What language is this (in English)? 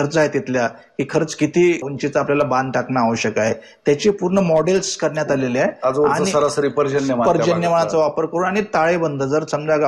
Marathi